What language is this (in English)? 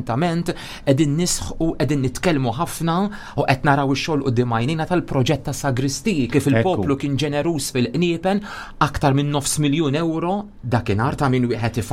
Maltese